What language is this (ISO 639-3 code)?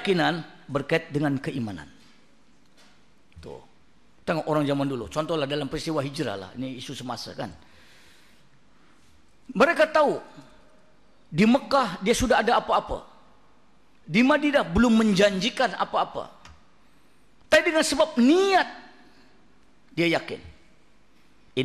msa